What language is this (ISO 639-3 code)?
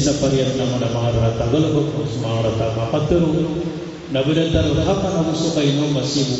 mrw